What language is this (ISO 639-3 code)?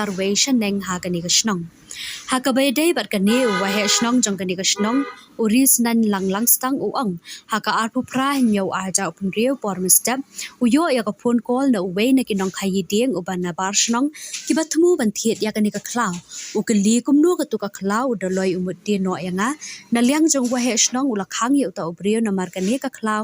kha